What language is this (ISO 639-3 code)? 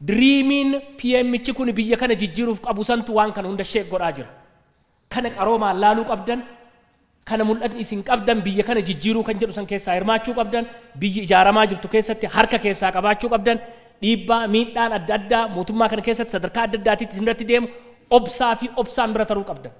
orm